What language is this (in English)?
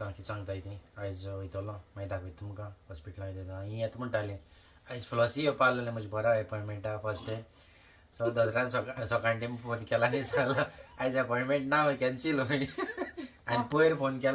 Konkani